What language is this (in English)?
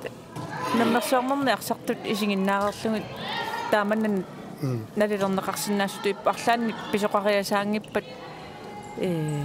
Kalaallisut